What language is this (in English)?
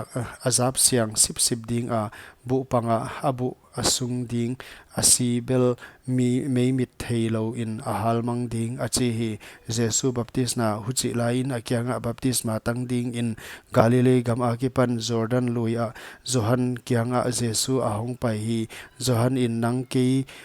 Paite Chin